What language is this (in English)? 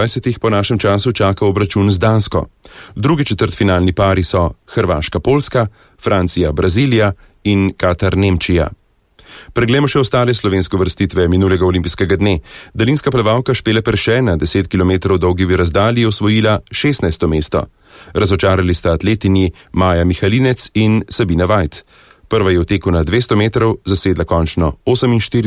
Slovenian